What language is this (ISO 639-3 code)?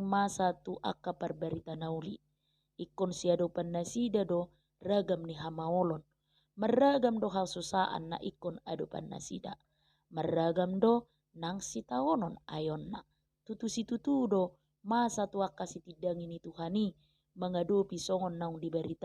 bbc